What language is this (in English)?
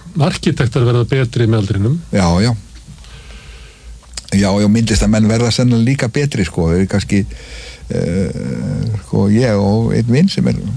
Icelandic